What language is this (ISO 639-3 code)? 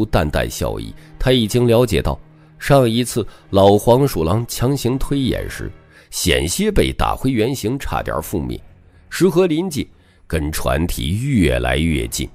zho